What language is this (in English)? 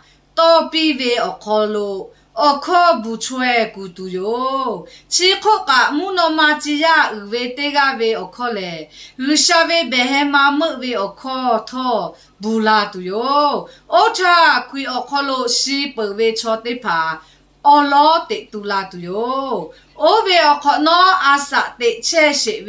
Lahu